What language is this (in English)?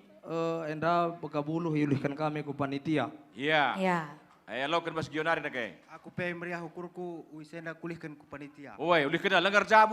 Batak Karo